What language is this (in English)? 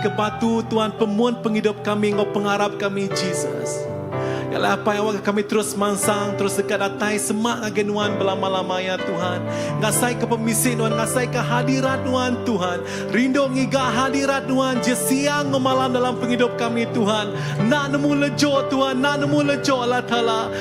Iban